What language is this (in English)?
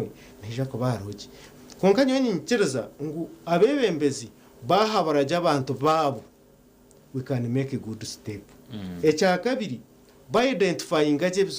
Nyankole